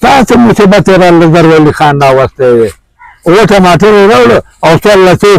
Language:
Pashto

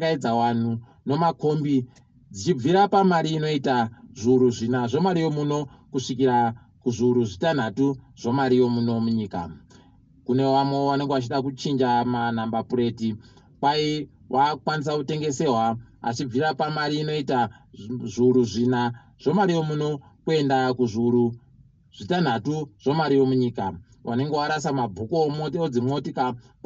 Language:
Ndau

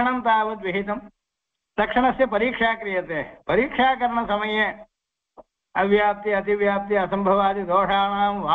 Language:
Sanskrit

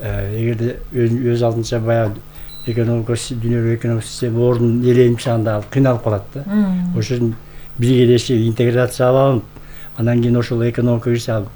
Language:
Kyrgyz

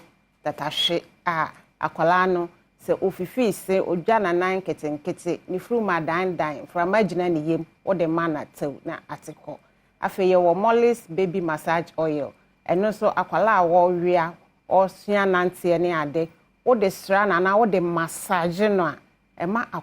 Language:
Akan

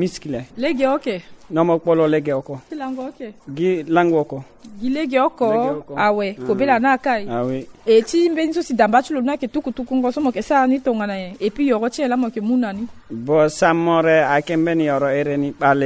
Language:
Sango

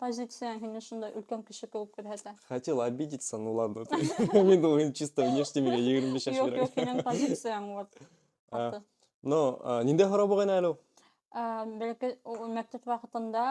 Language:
Bashkir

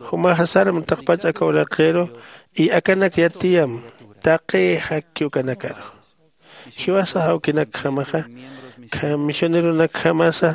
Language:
Aymara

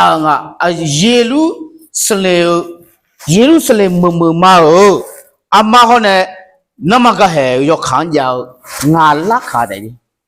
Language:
Akha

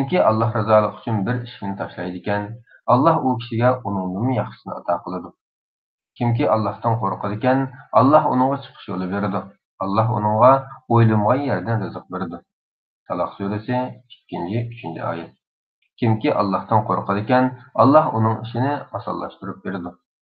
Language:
Uyghur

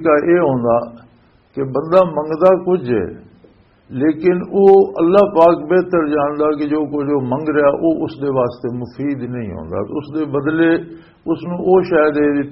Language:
Western Panjabi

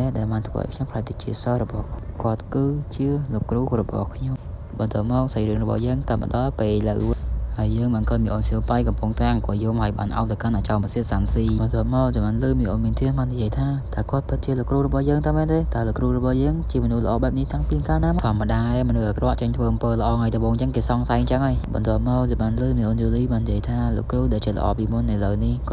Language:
Khmer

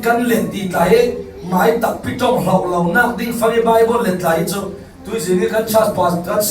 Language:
Falam Chin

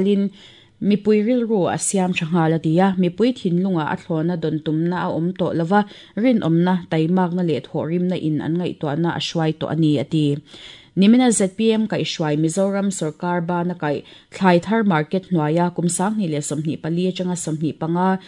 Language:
Mizo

